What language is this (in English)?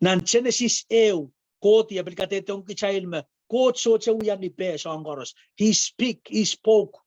Pohnpeian